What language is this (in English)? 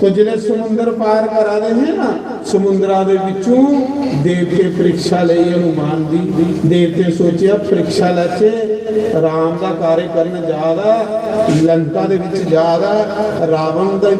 Dogri